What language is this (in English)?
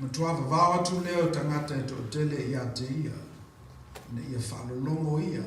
Samoan